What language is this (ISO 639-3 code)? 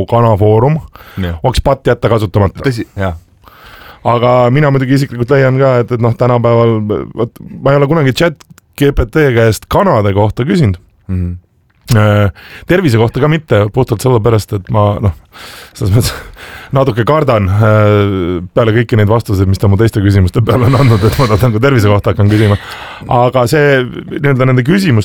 est